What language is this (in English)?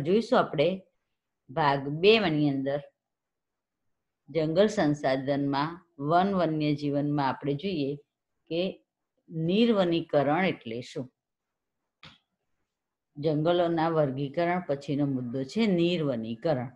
Gujarati